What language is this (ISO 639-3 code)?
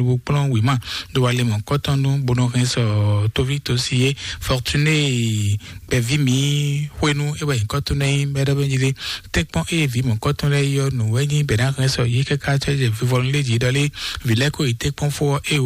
fon